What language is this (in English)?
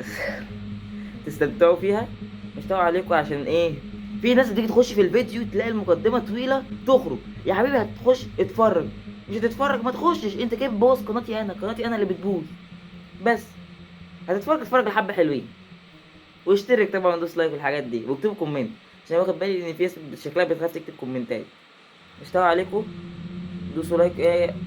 Egyptian Arabic